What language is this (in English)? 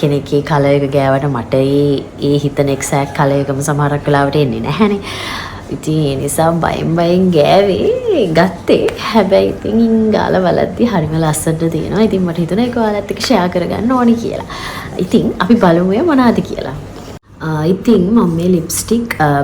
Sinhala